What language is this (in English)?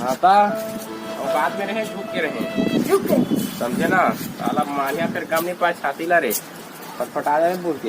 Chhattisgarhi